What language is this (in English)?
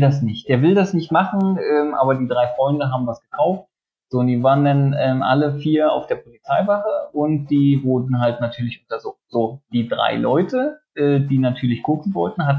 German